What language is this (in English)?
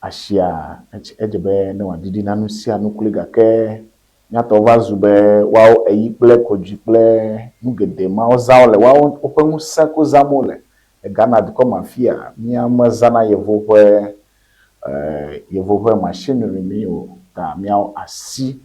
Ewe